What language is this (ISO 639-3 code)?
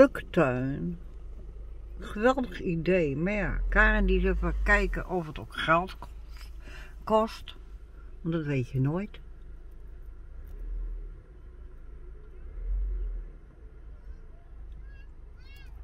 nld